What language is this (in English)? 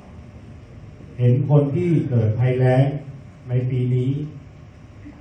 Thai